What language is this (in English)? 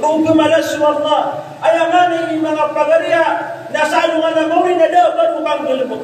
Maranao